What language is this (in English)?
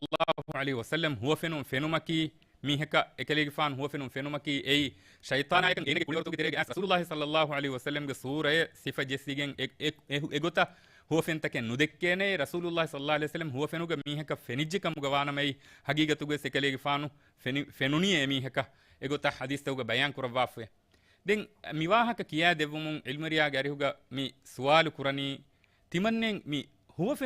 Divehi